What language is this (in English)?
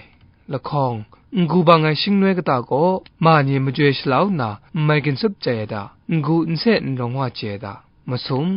Kachin